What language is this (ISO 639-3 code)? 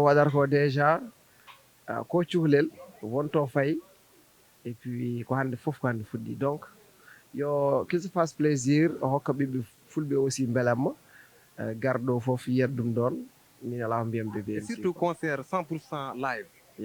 ful